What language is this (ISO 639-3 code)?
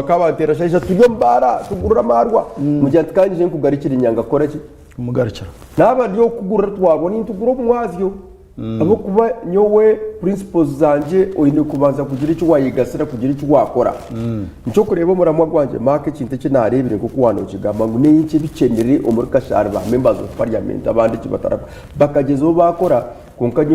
nyn